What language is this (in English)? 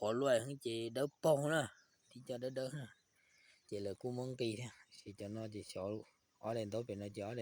Hmong